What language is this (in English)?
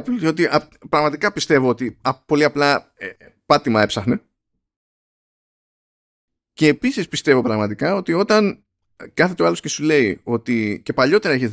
Greek